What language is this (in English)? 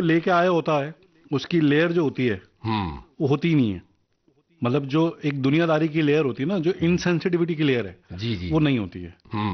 Hindi